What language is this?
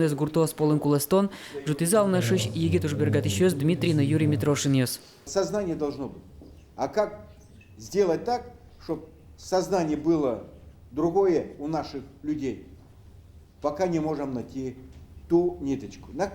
Udmurt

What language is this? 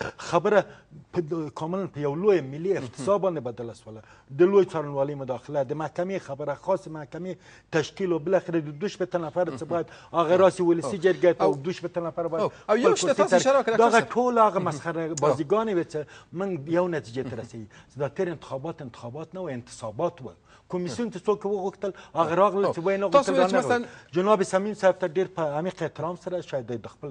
Persian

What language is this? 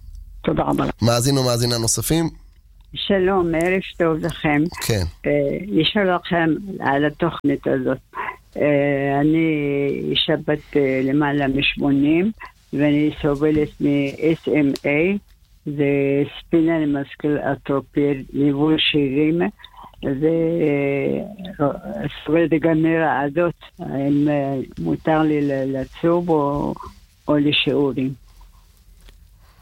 Hebrew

